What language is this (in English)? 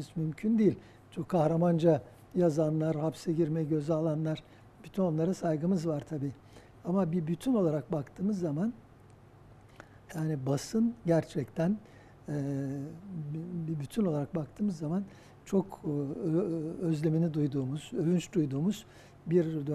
Turkish